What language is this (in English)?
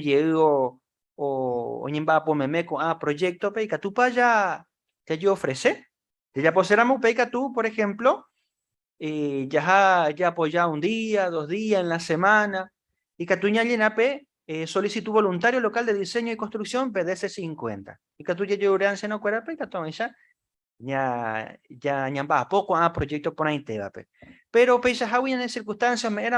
Guarani